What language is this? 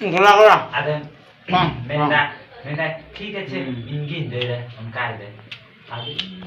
Santali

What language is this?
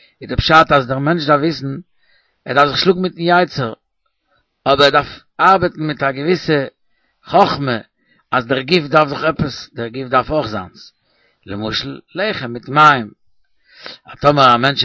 Yiddish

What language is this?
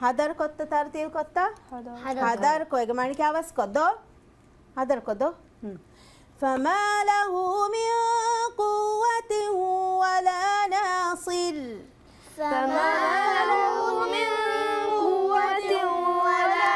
Divehi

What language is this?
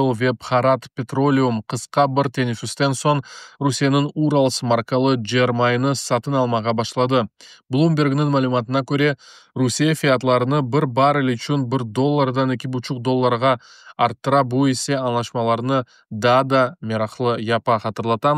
Crimean Tatar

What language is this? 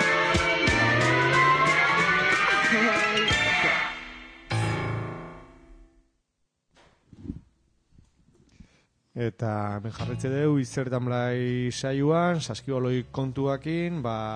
Basque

